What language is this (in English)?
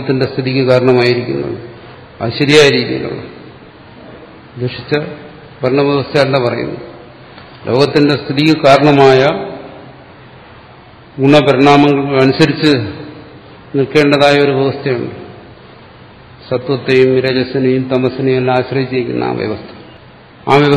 Malayalam